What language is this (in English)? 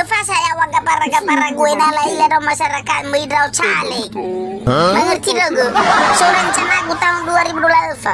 Nias